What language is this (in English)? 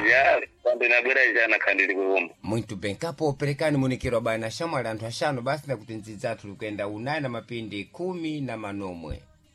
Sena